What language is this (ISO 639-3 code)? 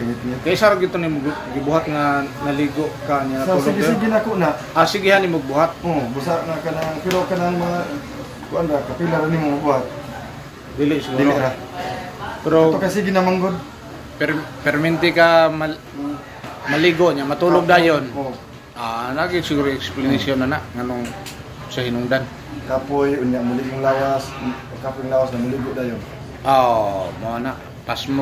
ceb